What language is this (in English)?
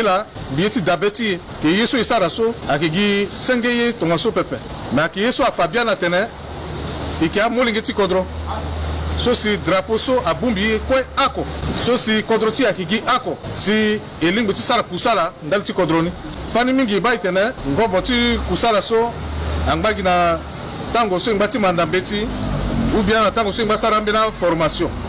Sango